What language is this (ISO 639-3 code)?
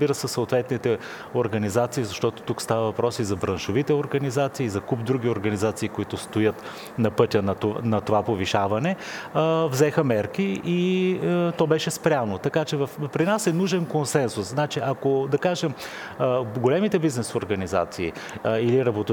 bul